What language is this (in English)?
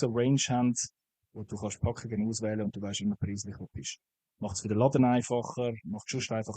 Swiss German